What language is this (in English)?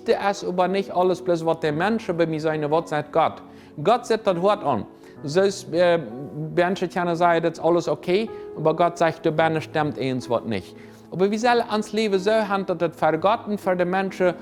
Plautdietsch